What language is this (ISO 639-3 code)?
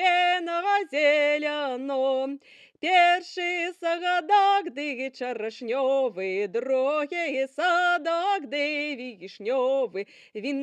bel